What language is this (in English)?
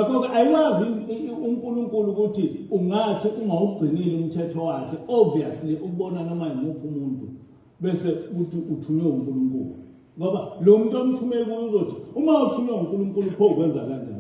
Zulu